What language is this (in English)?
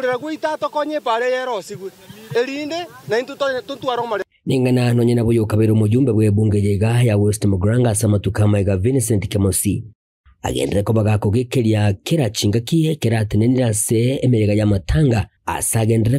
Gusii